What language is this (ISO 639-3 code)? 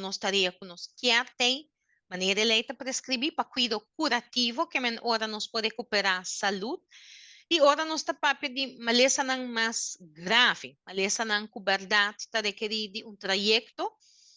pap